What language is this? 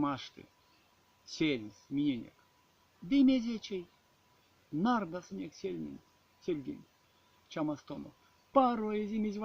Erzya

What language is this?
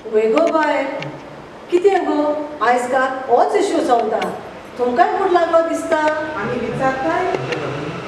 Konkani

